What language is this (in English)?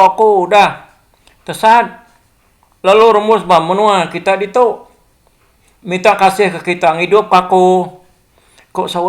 Iban